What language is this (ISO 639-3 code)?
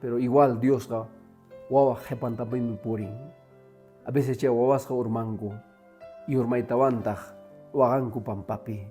que